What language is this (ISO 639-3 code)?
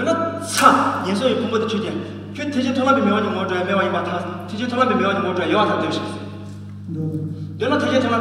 bod